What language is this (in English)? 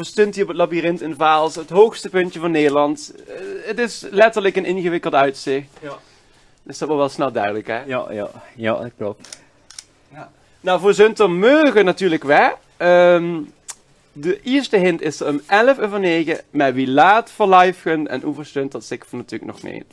Limburgish